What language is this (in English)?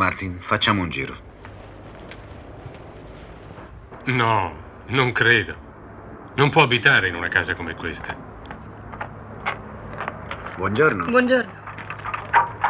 Italian